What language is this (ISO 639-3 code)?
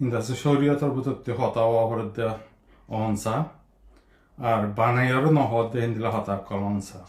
rhg